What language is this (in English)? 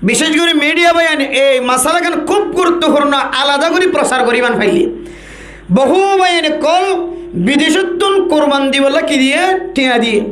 Rohingya